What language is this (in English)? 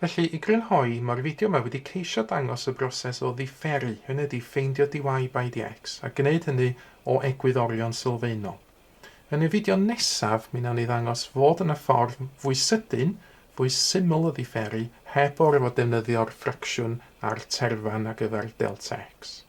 Welsh